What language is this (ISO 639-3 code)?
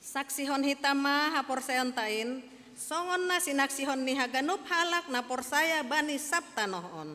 bts